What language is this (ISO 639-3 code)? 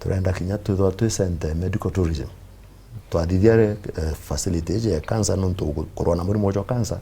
mer